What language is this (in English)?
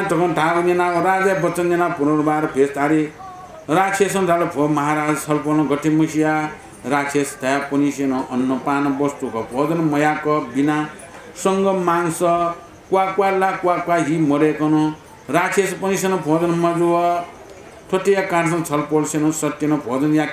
Newari